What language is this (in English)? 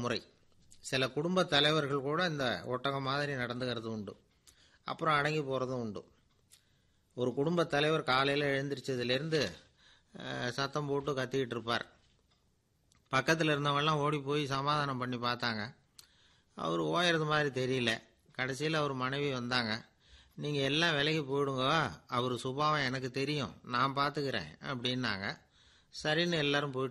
Tamil